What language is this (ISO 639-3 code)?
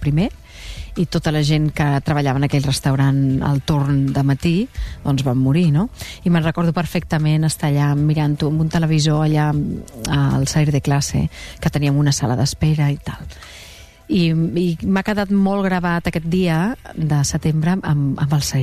cat